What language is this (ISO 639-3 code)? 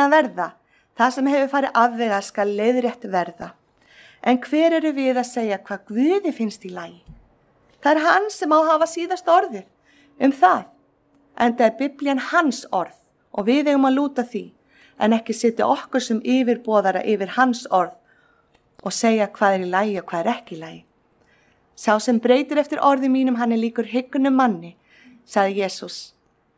isl